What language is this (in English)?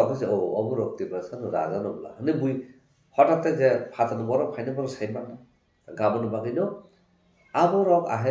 Kok Borok